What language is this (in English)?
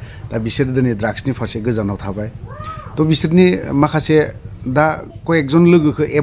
Bodo